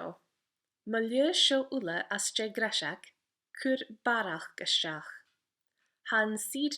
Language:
Scottish Gaelic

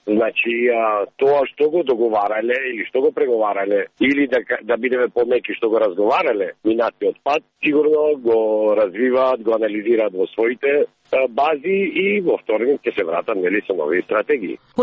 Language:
Macedonian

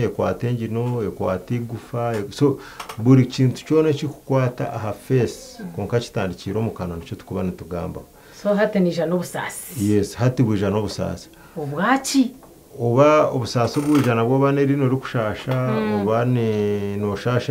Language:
Nyankole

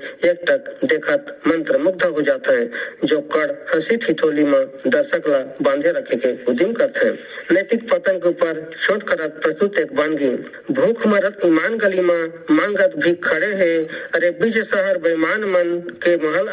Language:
Chhattisgarhi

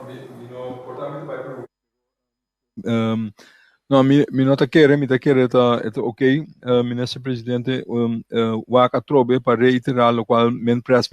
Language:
Papiamento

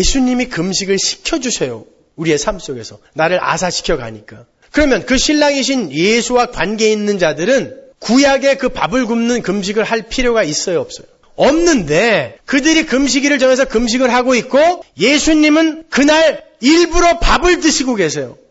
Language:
Korean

